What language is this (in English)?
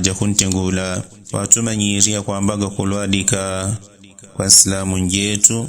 Yao